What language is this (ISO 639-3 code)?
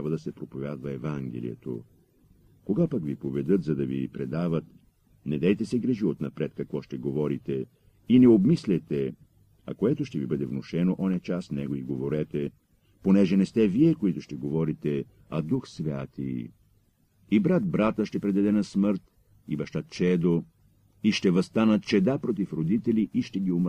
bul